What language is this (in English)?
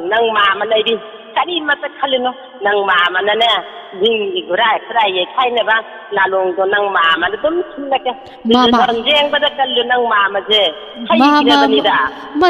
Manipuri